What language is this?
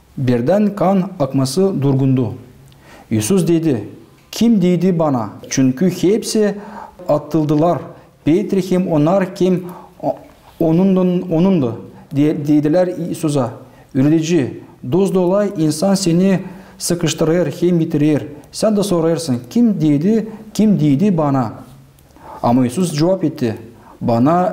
Gagauz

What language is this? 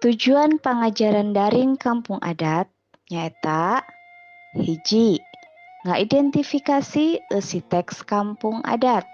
Sundanese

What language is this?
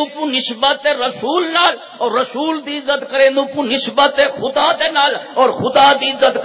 Saraiki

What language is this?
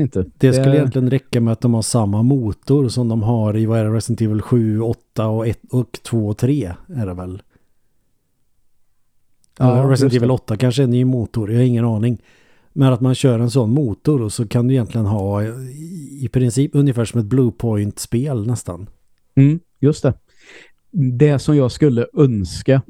Swedish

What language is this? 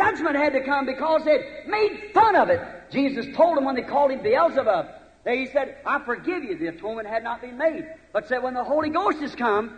Bemba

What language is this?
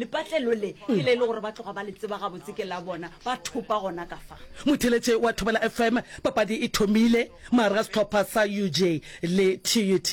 Northern Sotho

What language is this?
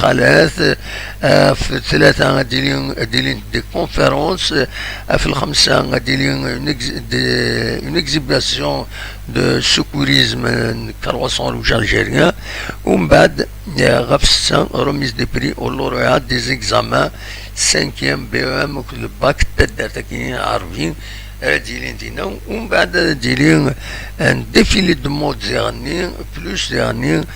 Kabyle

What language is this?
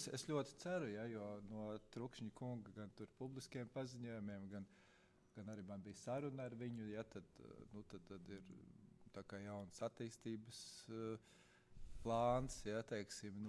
Latvian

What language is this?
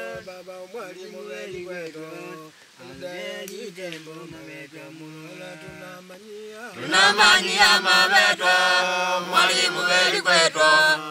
Makonde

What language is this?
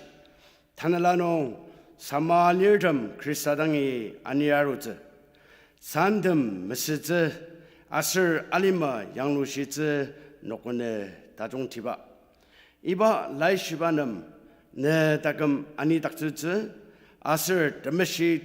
Ao Naga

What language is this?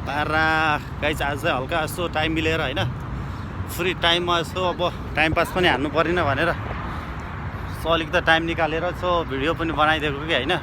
Nepali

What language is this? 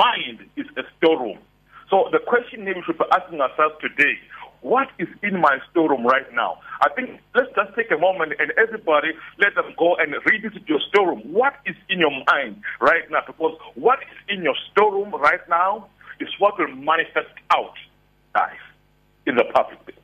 English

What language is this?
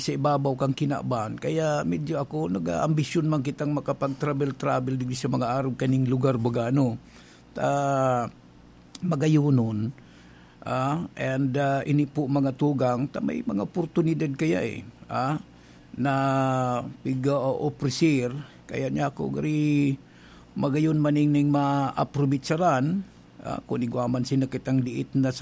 Bikol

